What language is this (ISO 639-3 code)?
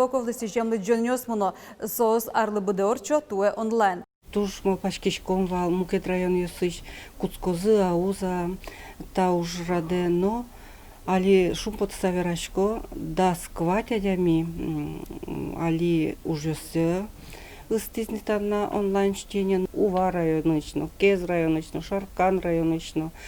udm